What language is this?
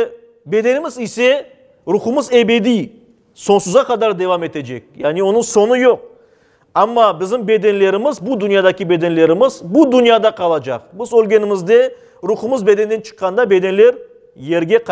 Crimean Tatar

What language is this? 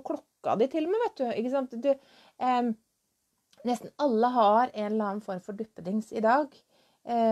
Norwegian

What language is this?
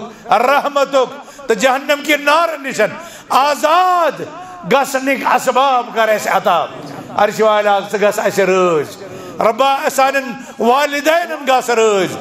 Kashmiri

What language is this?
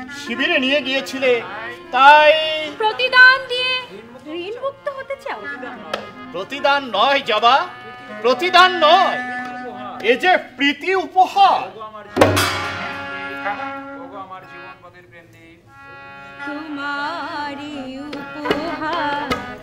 Bangla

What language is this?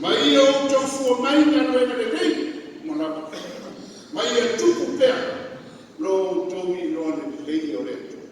Samoan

